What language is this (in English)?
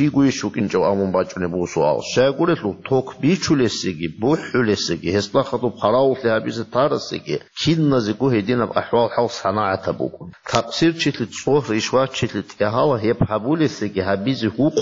Avaric